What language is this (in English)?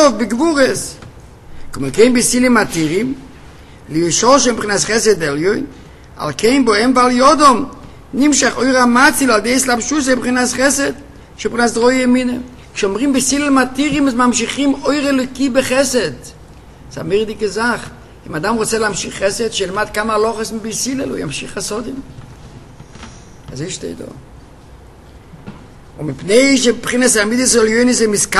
Hebrew